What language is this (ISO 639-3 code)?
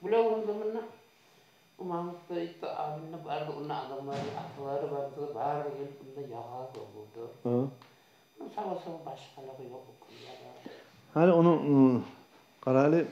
kum